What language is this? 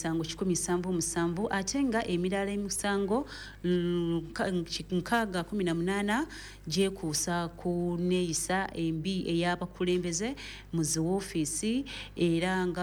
Ganda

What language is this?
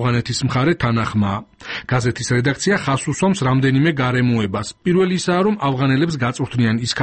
Georgian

